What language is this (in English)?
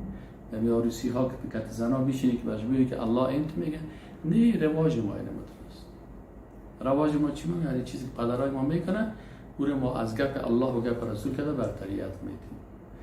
Persian